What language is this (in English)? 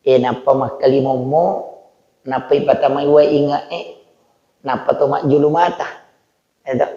Buginese